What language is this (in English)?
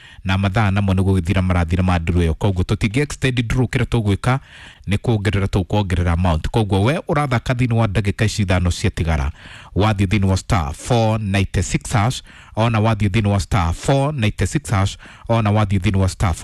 Kikuyu